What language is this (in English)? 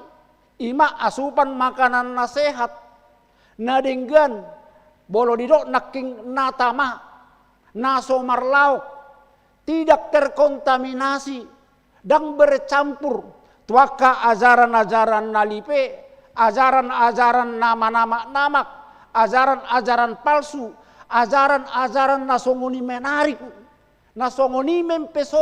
Batak Toba